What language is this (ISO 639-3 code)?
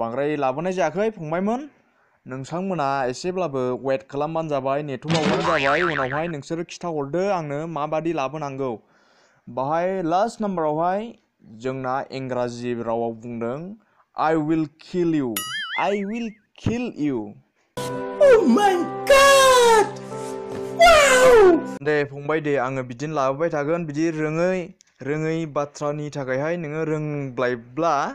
brx